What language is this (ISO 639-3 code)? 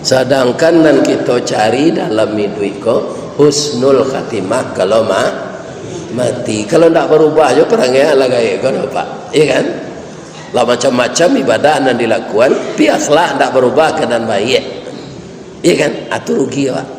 min